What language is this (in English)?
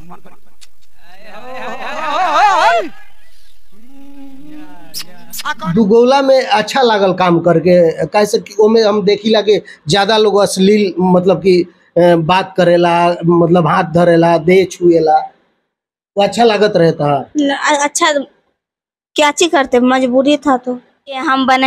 Bhojpuri